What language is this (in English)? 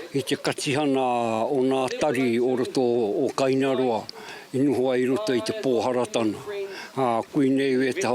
Māori